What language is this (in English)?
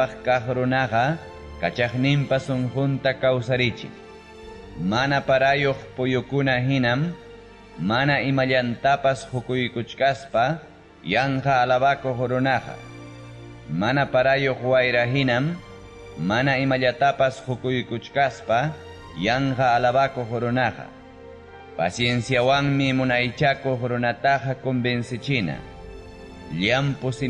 Ayacucho Quechua